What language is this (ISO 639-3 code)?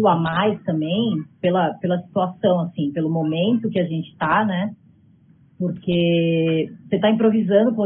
por